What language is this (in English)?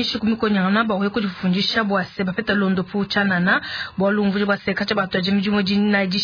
Luba-Lulua